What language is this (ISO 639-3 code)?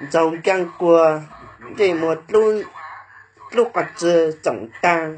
hmn